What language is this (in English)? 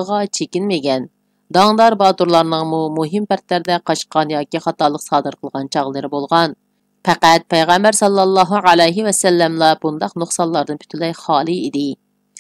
Uyghur